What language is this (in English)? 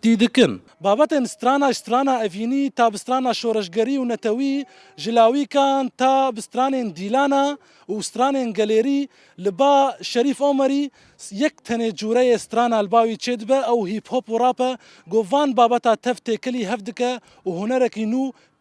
Kurdish